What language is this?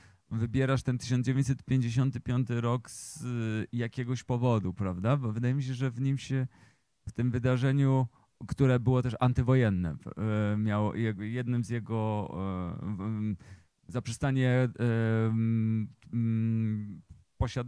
Polish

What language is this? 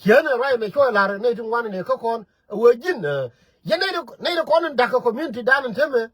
Nuer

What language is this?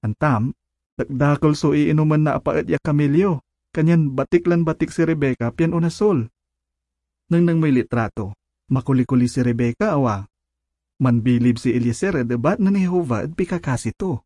Pangasinan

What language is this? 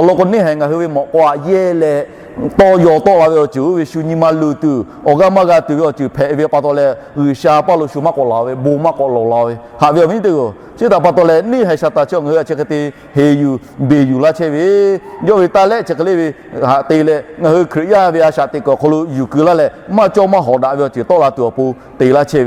Lahu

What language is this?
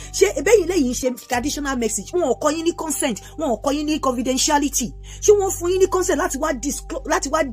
Yoruba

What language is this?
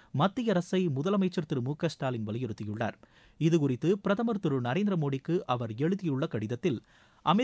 Tamil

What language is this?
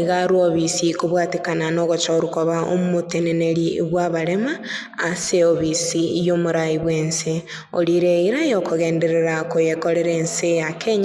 Gusii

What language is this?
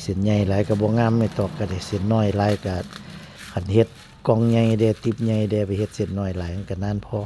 Northeastern Thai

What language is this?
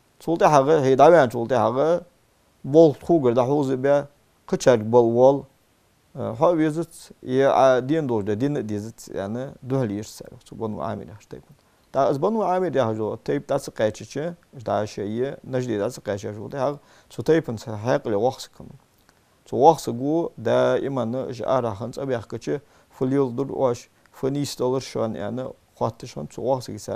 Ingush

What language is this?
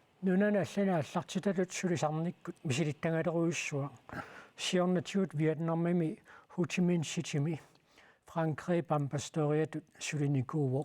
Kalaallisut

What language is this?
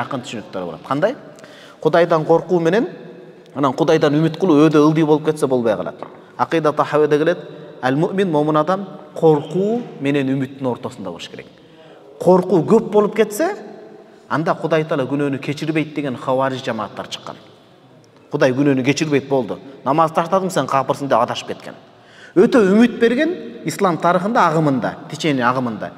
Kyrgyz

